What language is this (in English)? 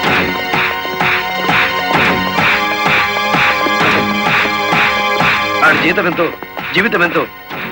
Telugu